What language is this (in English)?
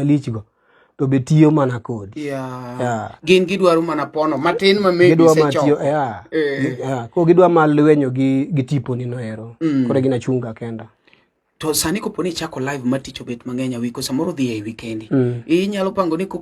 Luo (Kenya and Tanzania)